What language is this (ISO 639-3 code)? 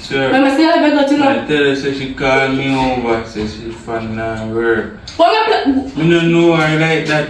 jam